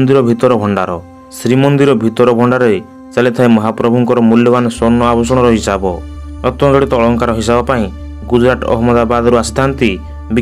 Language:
Odia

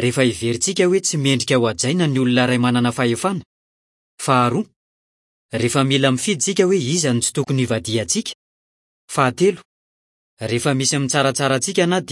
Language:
Malagasy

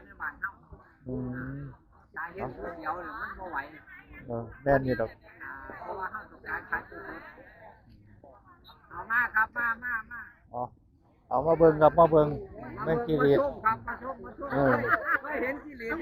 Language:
Northeastern Thai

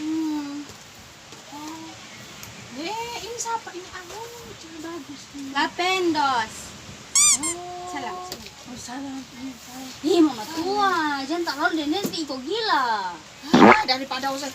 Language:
Ambonese Malay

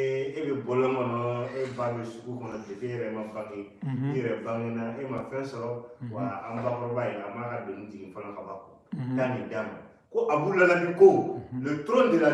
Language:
Bambara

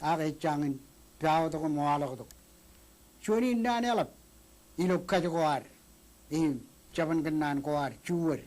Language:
Marshallese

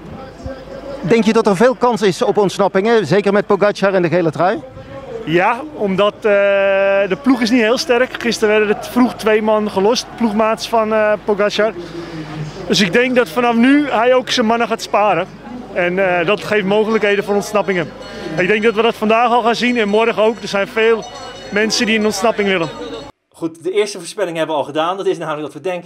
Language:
Dutch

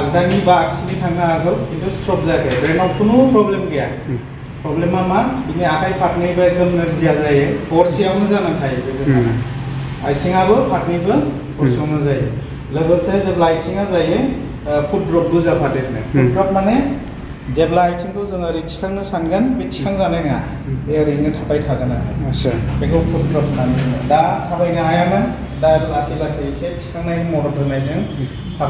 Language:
Bodo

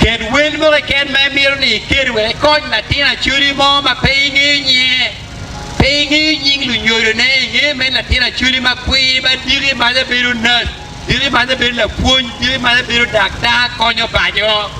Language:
Acoli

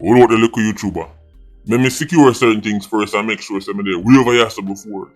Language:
Jamaican Creole English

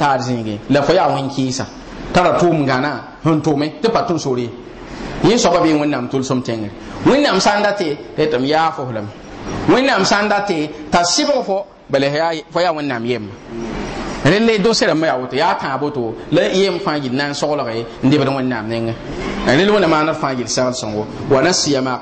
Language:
Mossi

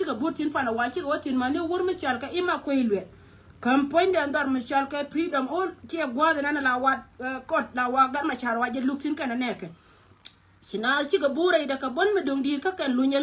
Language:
Nuer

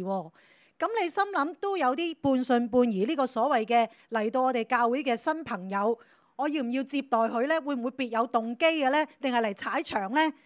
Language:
Cantonese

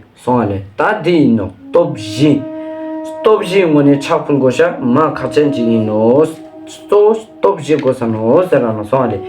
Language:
Ladakhi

